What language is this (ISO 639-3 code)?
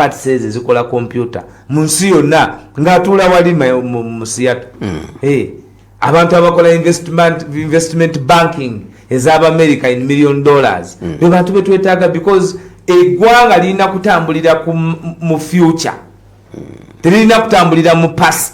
lug